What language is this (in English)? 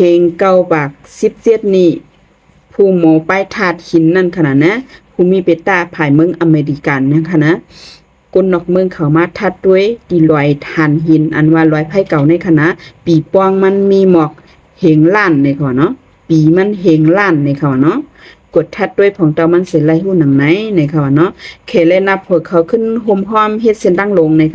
Shan